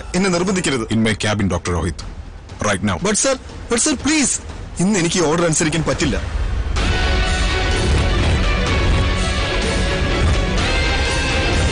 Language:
Malayalam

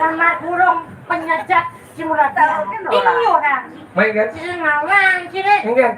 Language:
Balinese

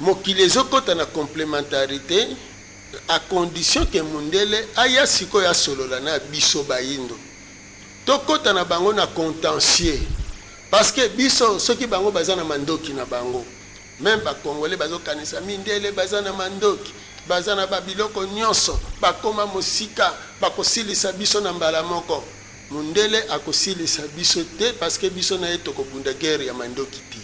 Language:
Lingala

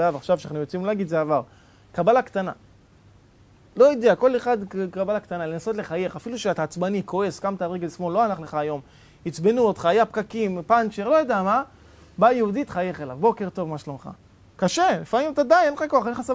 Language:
Hebrew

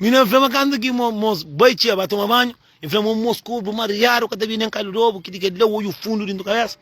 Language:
Kabuverdianu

